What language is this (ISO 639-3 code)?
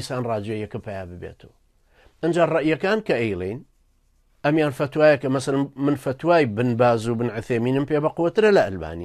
ckb